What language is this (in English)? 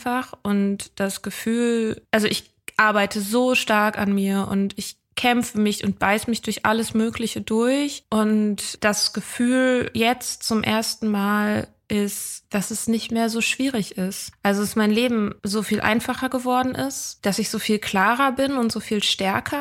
German